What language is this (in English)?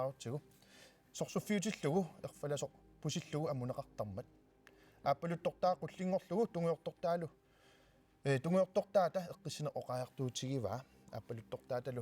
Kalaallisut